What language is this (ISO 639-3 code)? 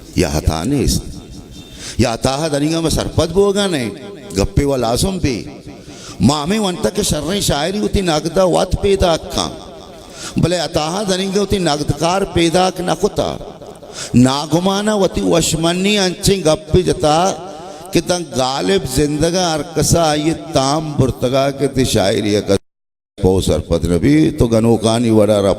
bal